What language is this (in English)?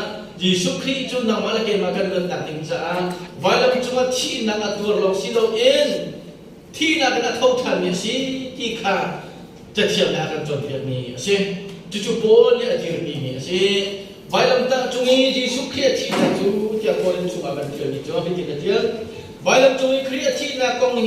Hakha Chin